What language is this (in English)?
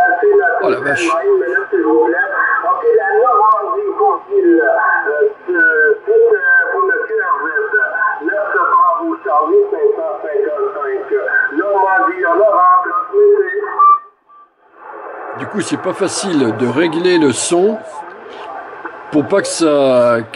French